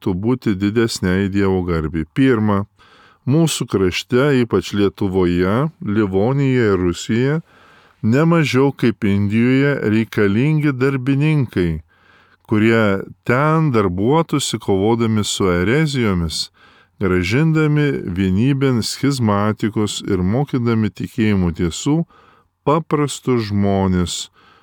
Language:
Lithuanian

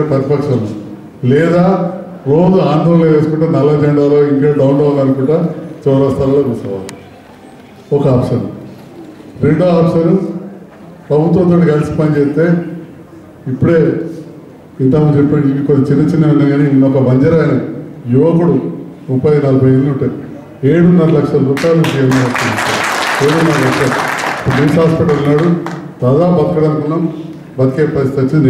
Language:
Telugu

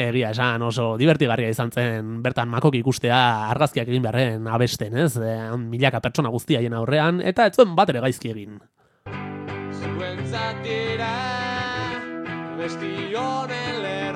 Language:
Basque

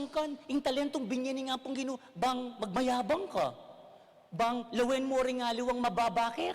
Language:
Pampanga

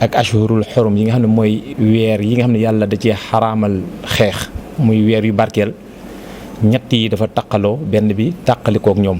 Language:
Wolof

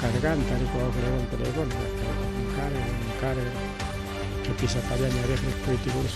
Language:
Ayacucho Quechua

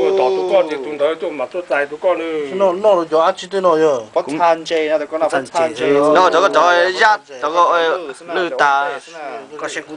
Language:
Hmong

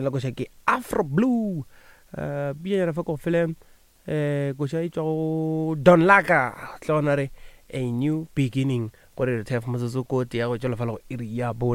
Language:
Northern Sotho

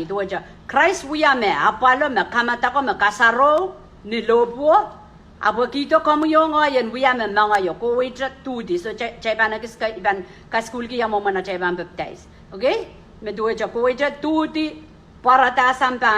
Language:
Pohnpeian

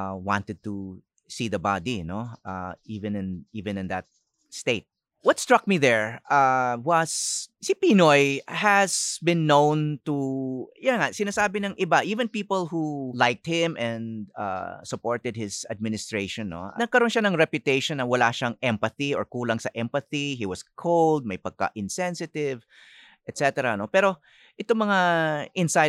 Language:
Filipino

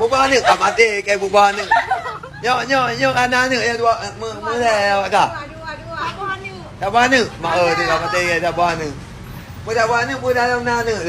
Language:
Achinese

